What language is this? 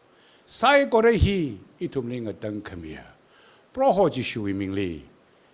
Tangkhul Naga (India)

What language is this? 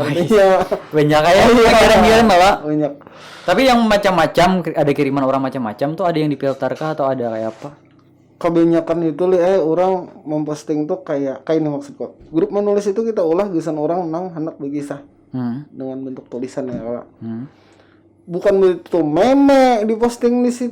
Banjar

